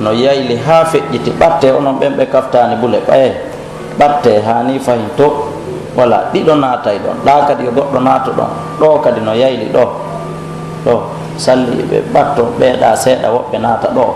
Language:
Pular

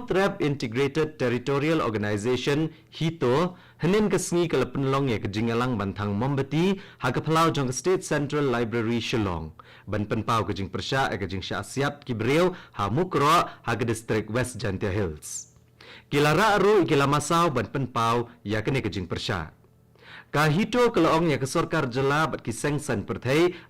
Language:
Khasi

